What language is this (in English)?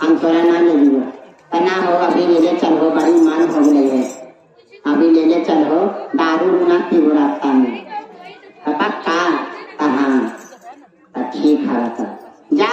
Magahi